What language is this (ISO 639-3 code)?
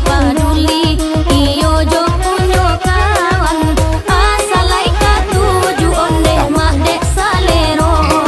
min